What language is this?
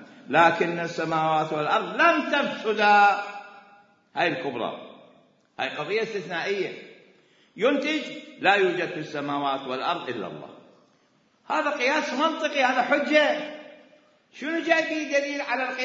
Mesopotamian Arabic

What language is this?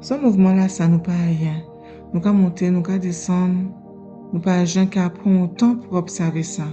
Guadeloupean Creole French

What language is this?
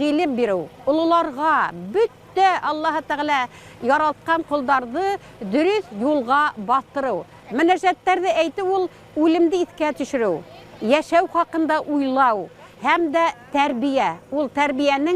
Bashkir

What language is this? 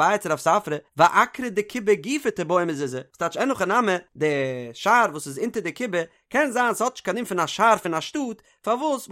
Yiddish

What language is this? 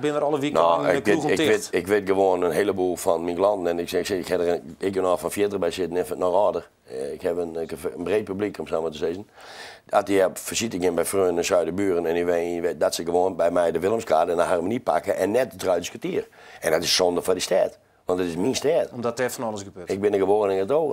Western Frisian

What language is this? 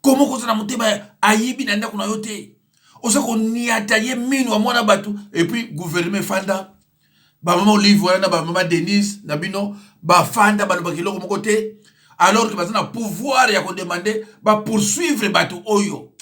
Lingala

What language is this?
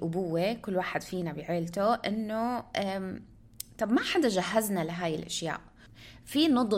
North Levantine Arabic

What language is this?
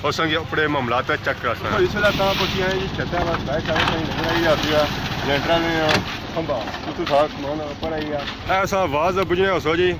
Pahari-Potwari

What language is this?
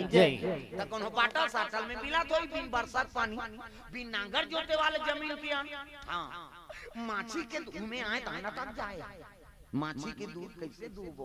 Chhattisgarhi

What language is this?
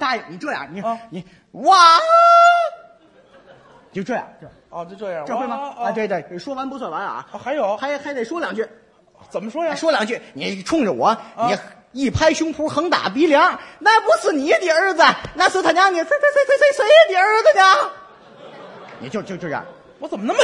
Chinese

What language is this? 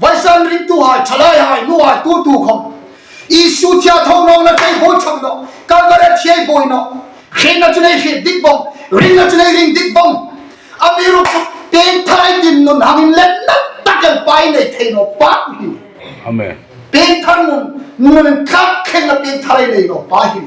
Hmar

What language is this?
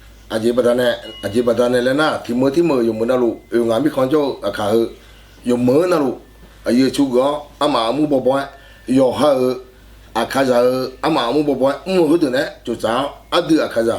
Akha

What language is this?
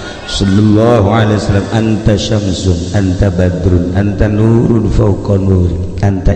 Sundanese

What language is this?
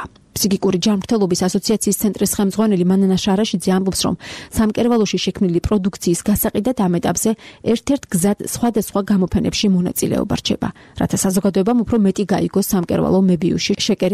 Georgian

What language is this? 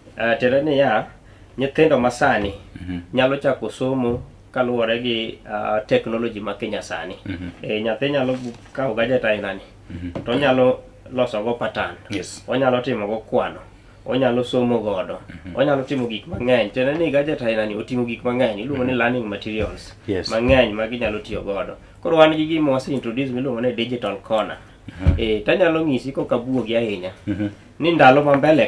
Luo (Kenya and Tanzania)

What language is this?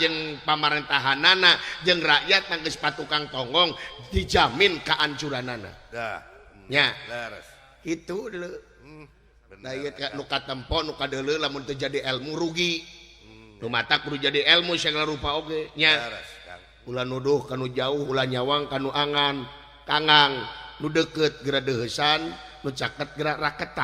Sundanese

